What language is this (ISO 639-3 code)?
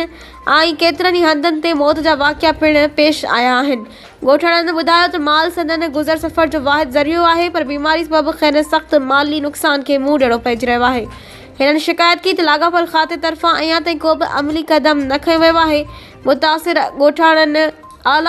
snd